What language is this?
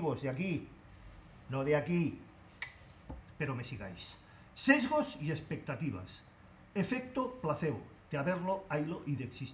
Spanish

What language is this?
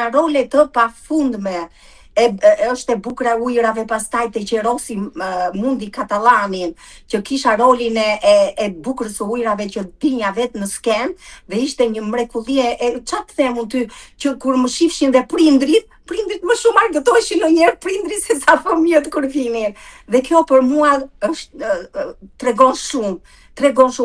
Albanian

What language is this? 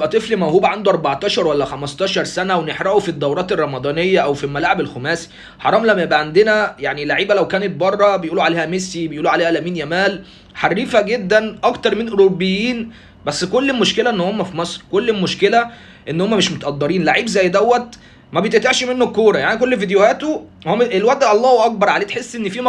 Egyptian Arabic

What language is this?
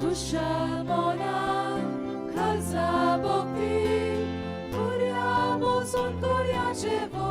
Konkani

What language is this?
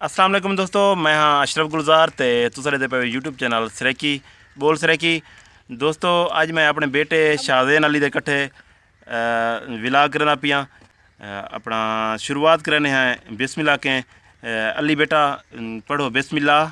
Saraiki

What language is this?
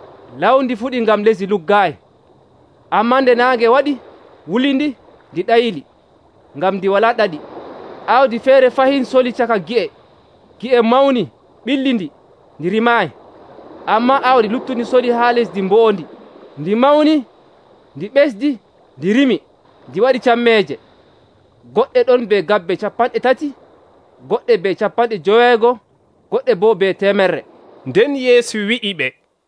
Nigerian Fulfulde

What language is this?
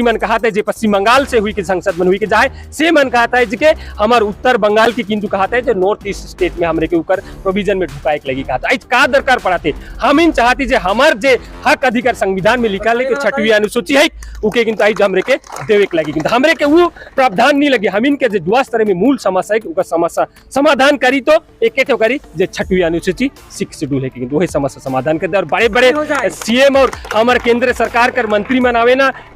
Sadri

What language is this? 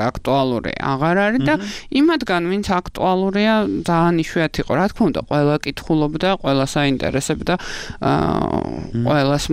Georgian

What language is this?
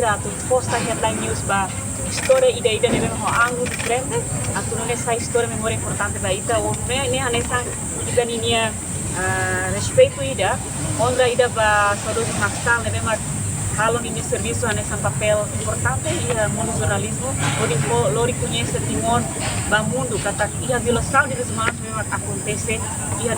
Tetum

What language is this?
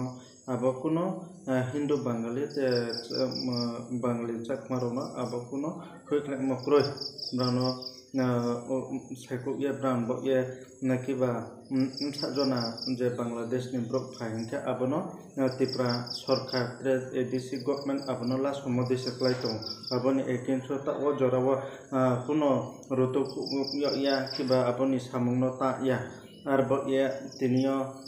Riang (India)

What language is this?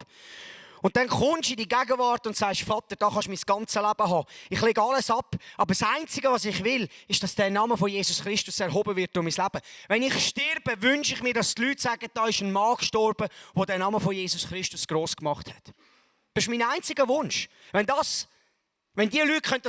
Swiss German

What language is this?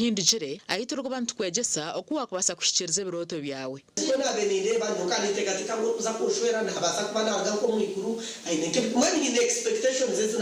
Nyankole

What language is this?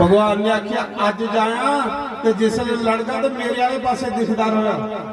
Dogri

